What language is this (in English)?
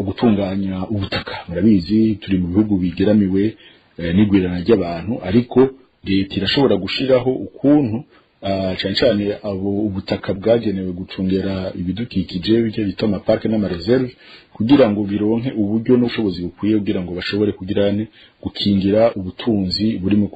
Rundi